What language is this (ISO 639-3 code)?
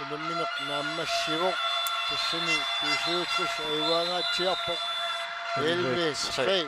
kal